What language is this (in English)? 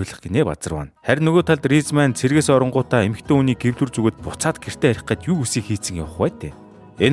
Mongolian